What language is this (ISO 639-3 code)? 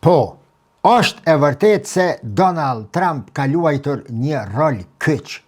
sqi